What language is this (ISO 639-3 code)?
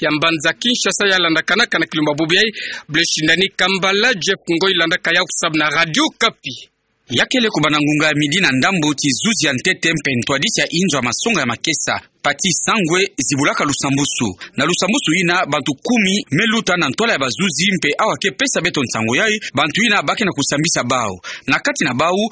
ktu